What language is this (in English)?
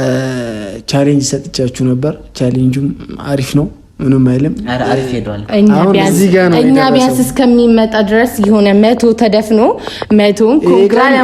Amharic